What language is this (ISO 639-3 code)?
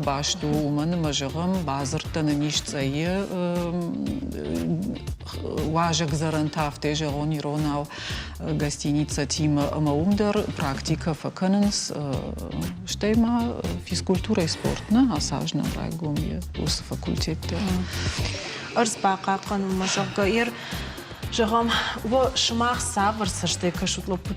oss